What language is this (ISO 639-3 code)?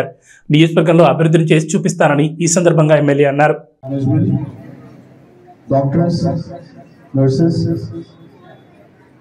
tel